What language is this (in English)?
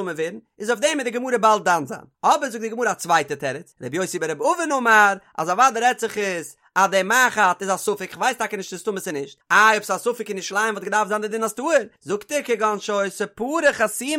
Yiddish